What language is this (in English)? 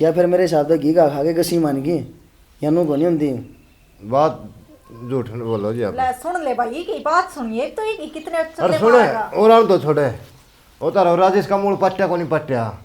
Haryanvi